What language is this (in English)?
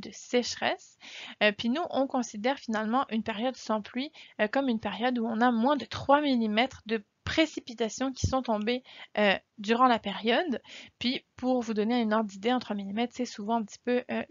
French